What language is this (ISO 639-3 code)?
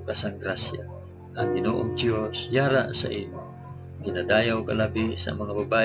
hil